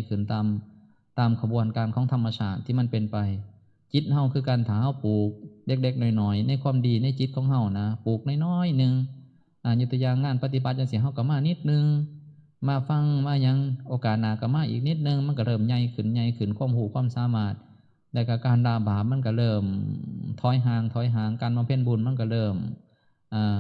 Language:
Northeastern Thai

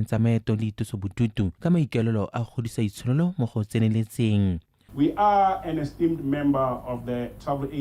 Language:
Tswana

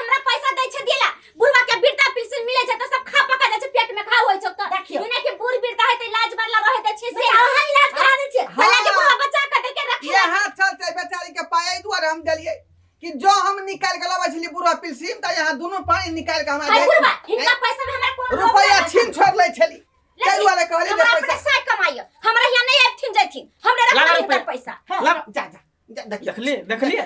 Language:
Maithili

